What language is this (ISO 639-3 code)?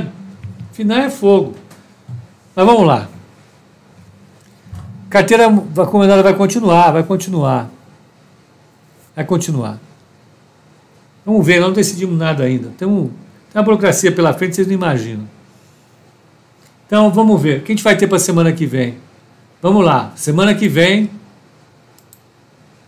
por